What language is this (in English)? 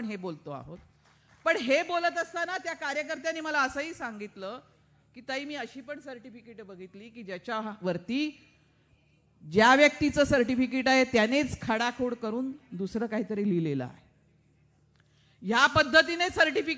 Marathi